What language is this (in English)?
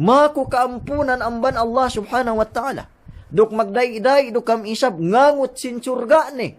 Yakan